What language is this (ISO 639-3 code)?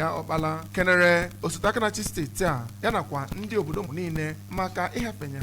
ibo